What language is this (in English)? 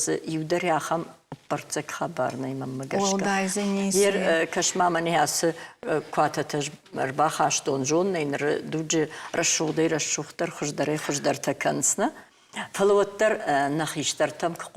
Ossetic